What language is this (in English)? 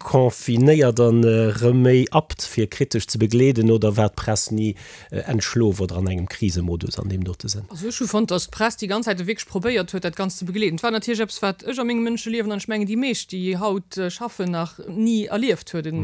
Luxembourgish